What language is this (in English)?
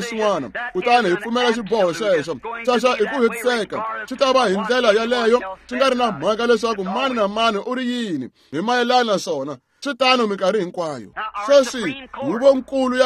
Tsonga